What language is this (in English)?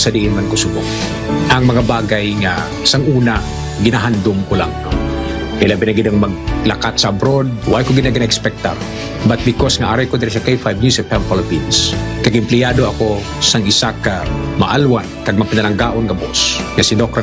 Hiligaynon